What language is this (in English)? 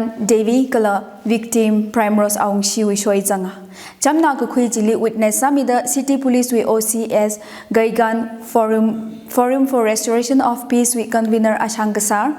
Tangkhul Naga (India)